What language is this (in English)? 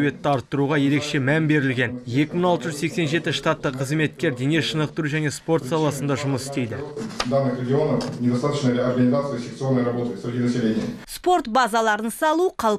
Kazakh